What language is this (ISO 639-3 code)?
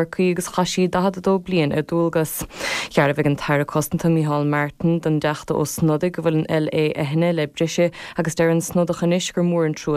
gle